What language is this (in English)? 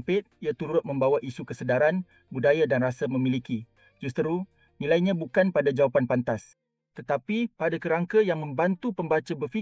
Malay